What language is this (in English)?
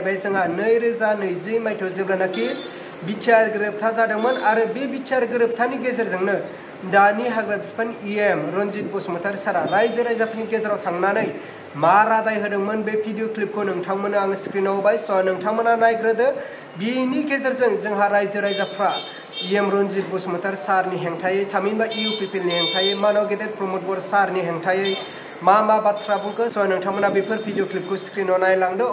Bodo